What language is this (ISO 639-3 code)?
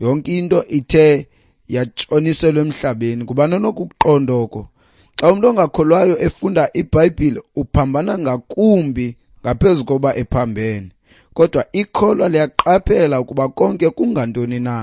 xho